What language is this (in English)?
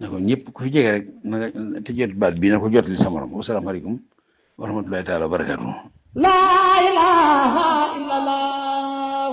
Wolof